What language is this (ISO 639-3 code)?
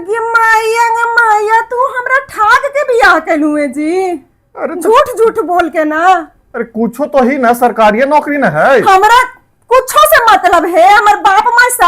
mag